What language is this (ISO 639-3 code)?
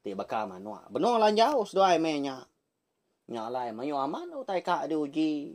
iba